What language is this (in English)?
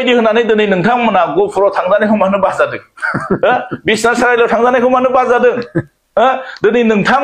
Bodo